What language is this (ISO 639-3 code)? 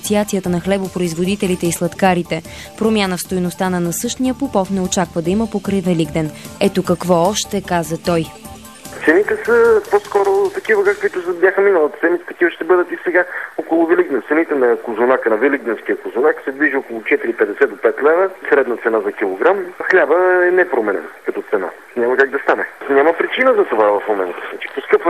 bul